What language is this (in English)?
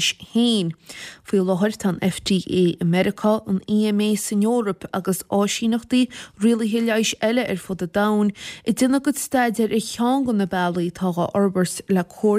Irish